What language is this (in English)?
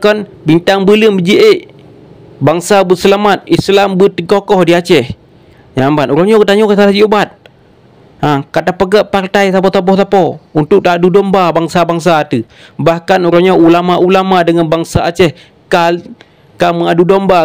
Achinese